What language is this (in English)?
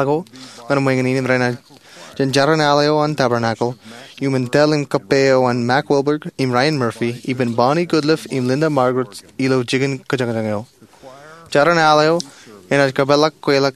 Marshallese